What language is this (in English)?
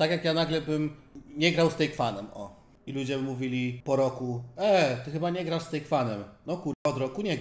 Polish